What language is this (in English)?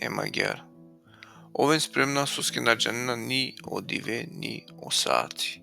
Balkan Romani